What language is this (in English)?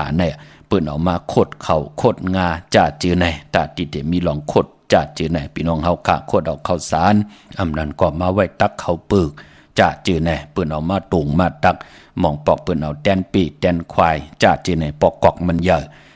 Shan